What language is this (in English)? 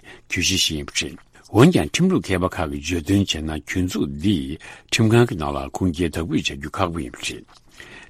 Tibetan